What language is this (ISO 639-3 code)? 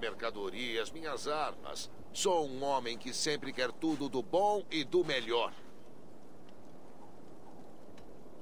por